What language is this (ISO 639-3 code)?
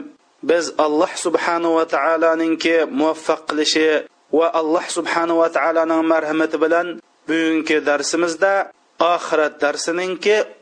uig